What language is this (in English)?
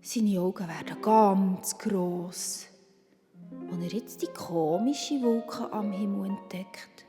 Swiss German